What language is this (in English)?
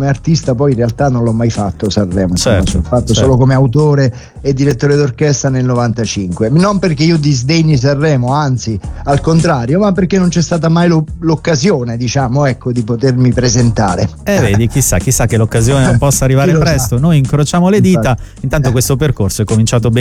Italian